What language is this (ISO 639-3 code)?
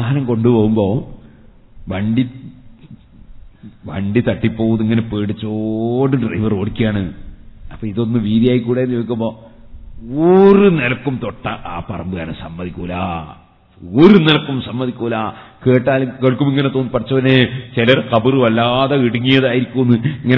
mal